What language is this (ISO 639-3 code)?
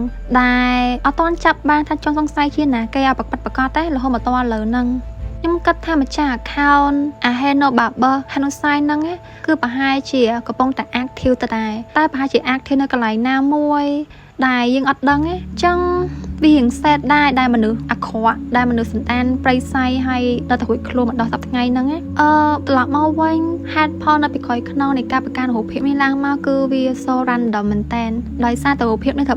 khm